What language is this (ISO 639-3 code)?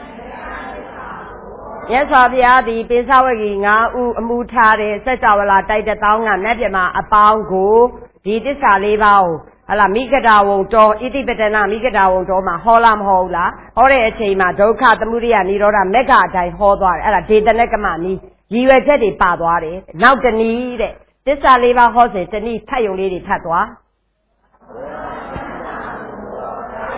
mya